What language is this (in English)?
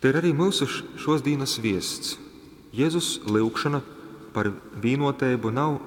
Latgalian